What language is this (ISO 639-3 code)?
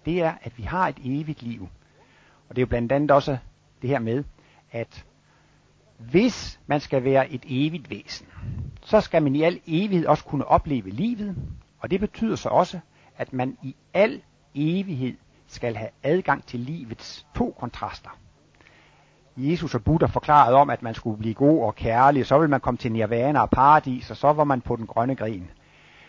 dan